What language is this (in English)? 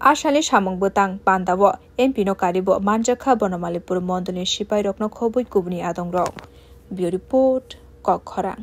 Kok Borok